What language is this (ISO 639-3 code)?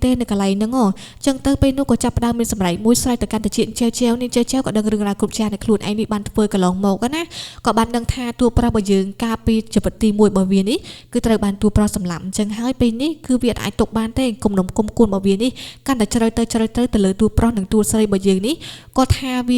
khm